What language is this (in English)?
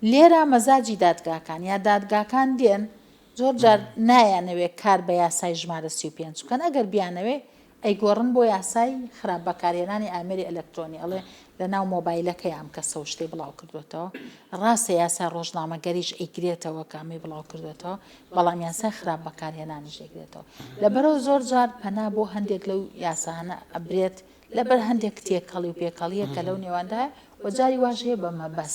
Central Kurdish